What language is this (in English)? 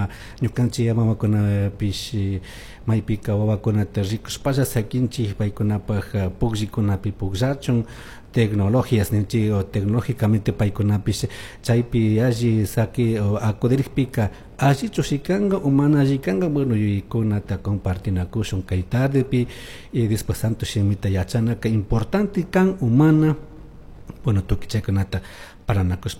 Chimborazo Highland Quichua